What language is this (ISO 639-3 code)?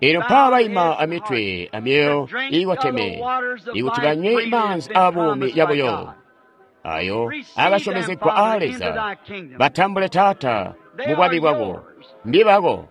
toi